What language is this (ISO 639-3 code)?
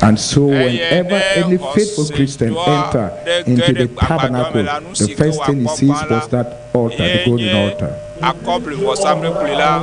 ewe